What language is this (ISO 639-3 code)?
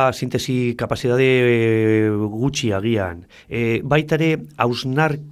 eus